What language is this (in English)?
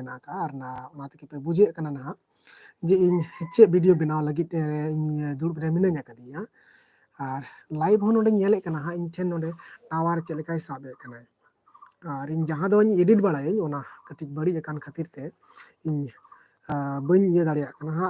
Santali